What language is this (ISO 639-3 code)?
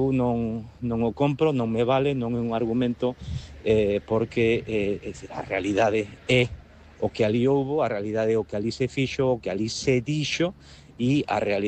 glg